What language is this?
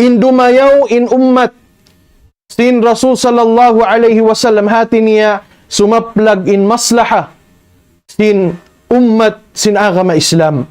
Tausug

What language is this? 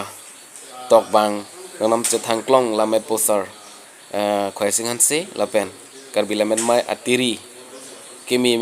Karbi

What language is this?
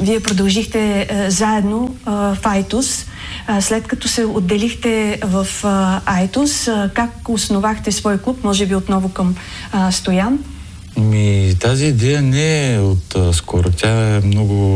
Bulgarian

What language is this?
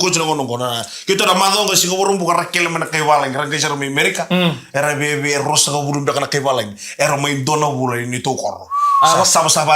Fijian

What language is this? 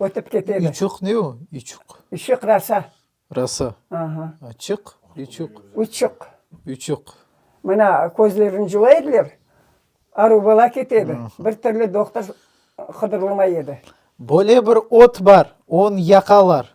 Crimean Tatar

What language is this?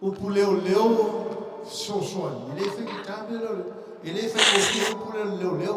Samoan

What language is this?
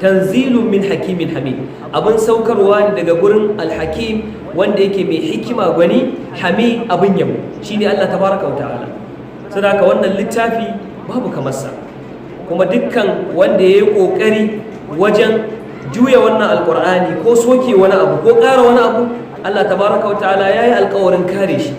Hausa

